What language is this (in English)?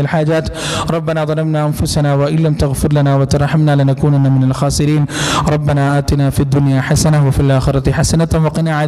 Malayalam